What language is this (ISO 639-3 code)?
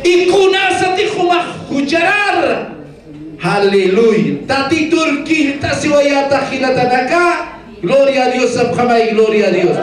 aym